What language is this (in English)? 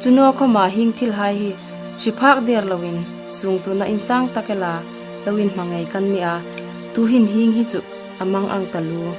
Hmar